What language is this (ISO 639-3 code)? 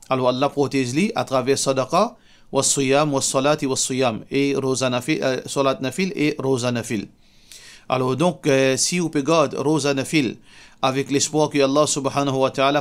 mfe